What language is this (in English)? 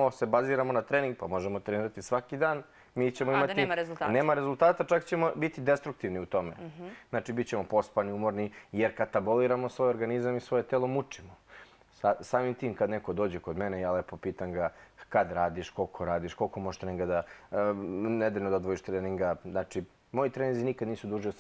Serbian